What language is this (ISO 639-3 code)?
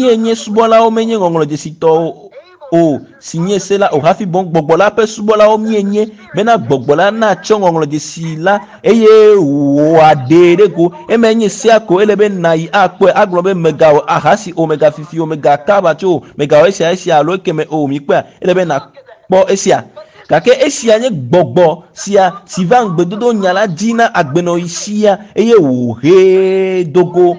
ewe